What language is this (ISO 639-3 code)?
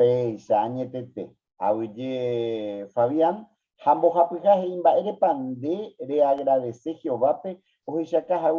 grn